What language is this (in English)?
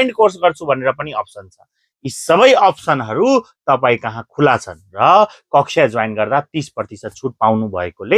Nepali